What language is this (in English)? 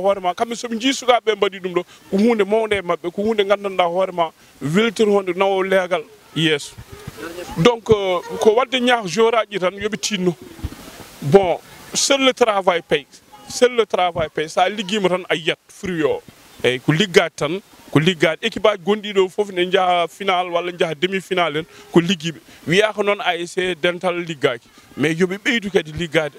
Fula